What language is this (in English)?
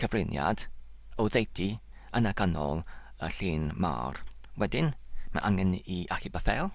Welsh